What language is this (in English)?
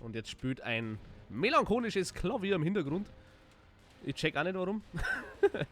Bavarian